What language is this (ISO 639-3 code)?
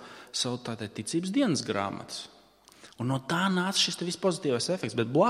lav